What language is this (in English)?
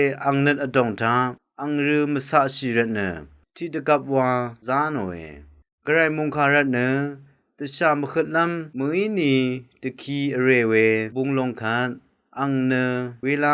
Rawang